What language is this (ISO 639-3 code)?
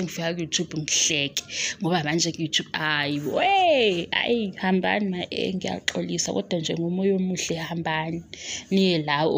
zul